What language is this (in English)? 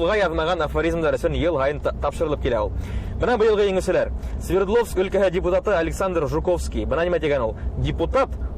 Bashkir